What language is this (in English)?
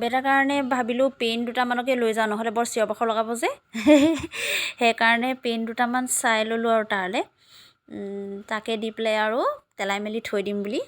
Assamese